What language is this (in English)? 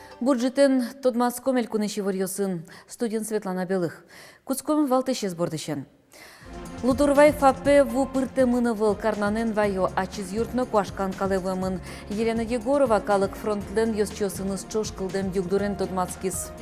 Udmurt